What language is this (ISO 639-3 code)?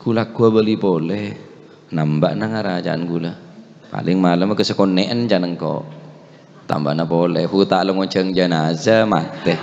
mad